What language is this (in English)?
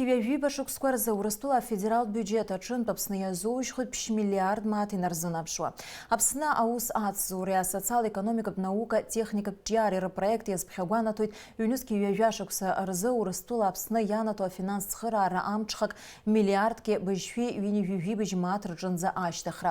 Abkhazian